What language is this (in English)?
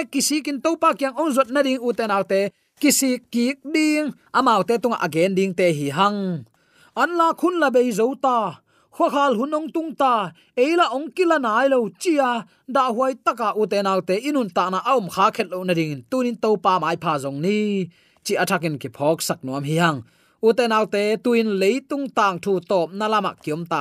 Tedim Chin